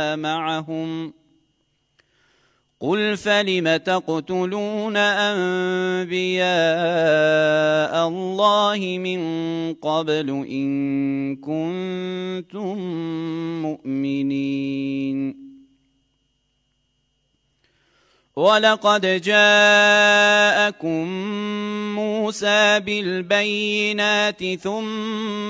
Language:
Arabic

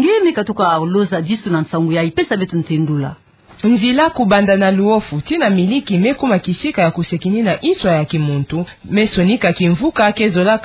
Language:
Kituba (Democratic Republic of Congo)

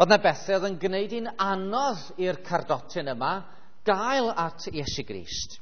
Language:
Welsh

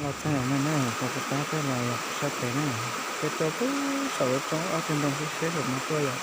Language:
Hmong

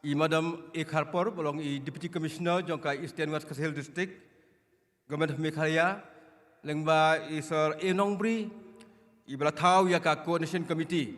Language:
Khasi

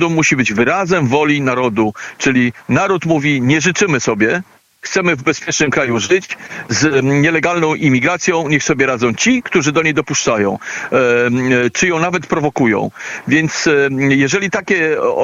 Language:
Polish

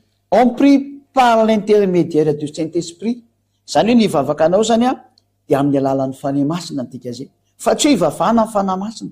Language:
Malagasy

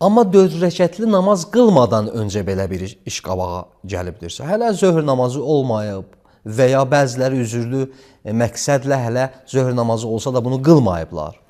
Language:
Azerbaijani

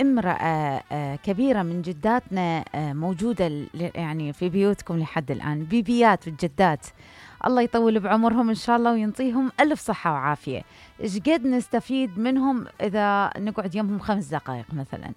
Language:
Mesopotamian Arabic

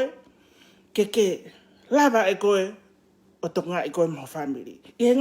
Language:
Tongan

